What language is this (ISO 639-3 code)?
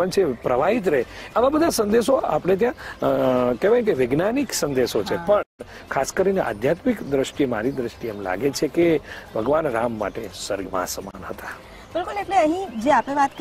guj